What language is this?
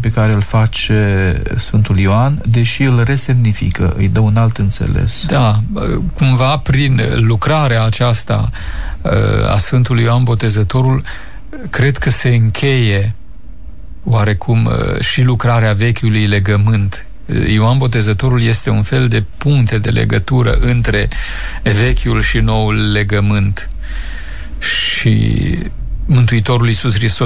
Romanian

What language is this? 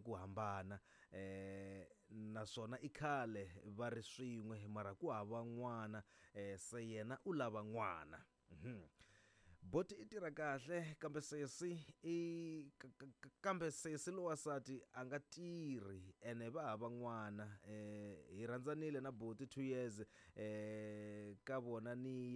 Tsonga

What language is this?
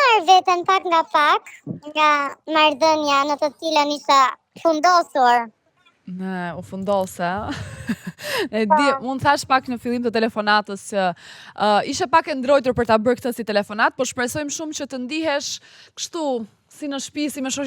Albanian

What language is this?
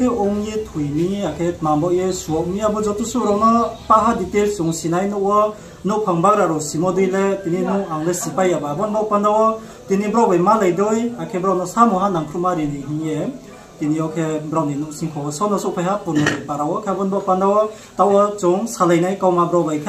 Riang (India)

